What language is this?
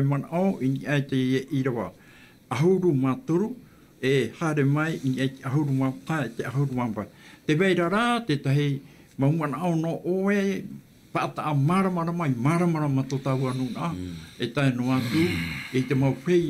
Tahitian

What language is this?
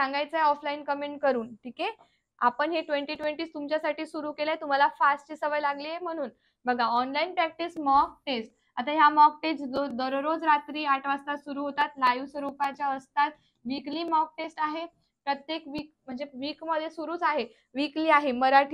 Marathi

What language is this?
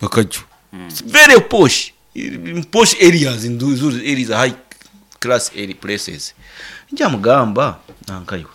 Nyankole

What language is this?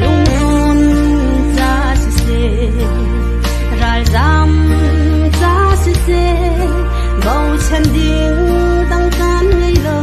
Hakha Chin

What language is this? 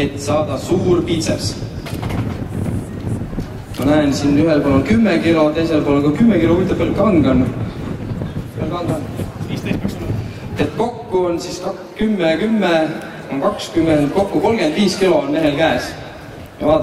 Estonian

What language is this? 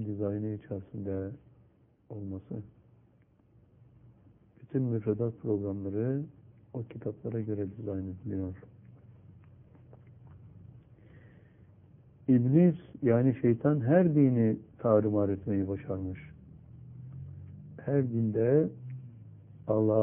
Turkish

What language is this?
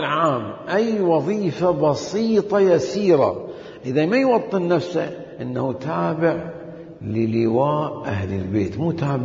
Mesopotamian Arabic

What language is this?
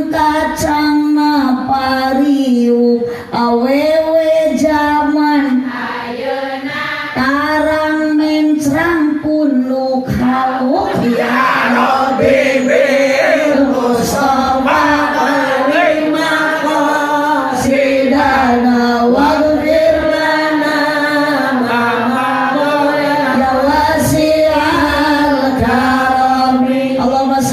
Sundanese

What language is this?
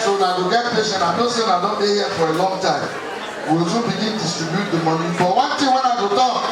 Nigerian Pidgin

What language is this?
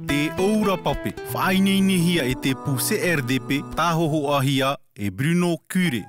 Tahitian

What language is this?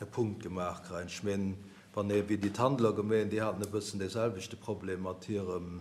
Luxembourgish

